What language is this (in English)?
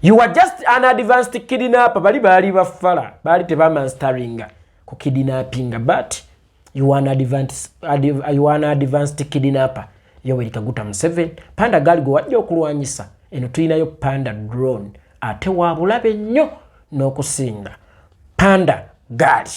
Ganda